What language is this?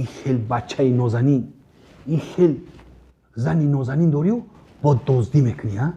Tajik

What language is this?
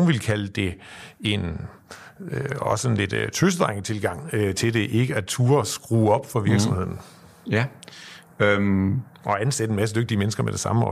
Danish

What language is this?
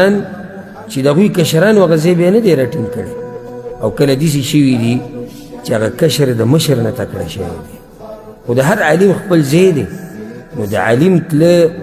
Pashto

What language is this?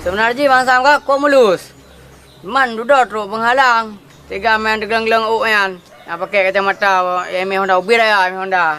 Achinese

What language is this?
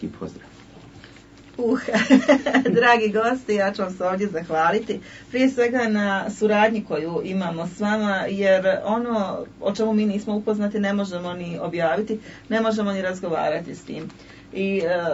Croatian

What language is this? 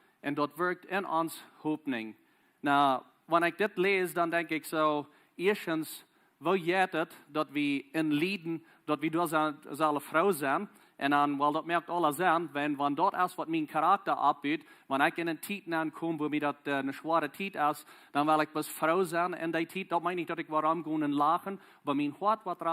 Plautdietsch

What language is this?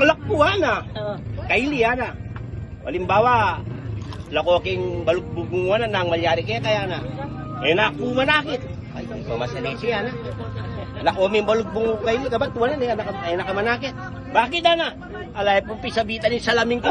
Pampanga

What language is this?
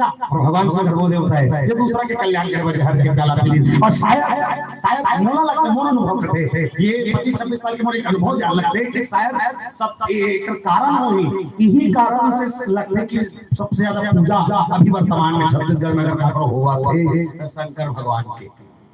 Chhattisgarhi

